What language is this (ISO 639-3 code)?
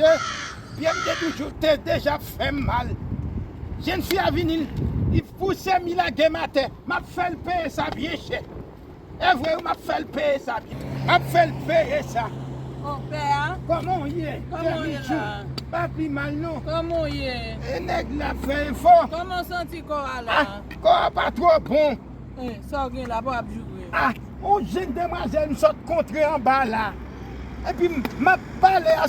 hat